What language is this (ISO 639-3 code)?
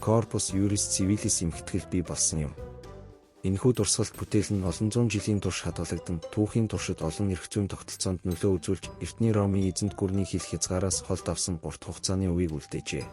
mon